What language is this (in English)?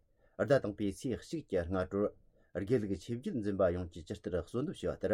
Tibetan